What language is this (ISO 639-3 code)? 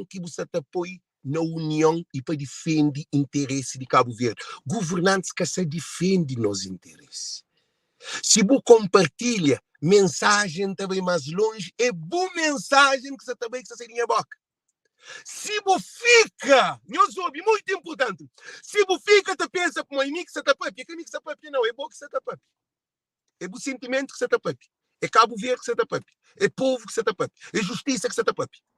kea